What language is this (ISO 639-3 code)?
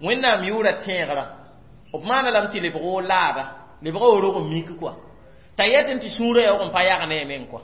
mos